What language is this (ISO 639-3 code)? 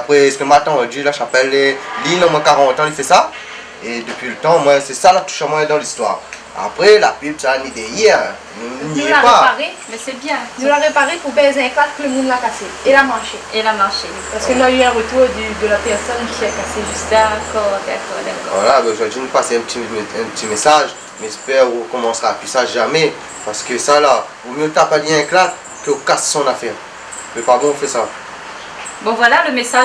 rcf